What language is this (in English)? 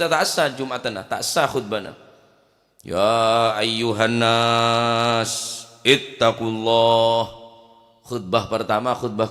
Madurese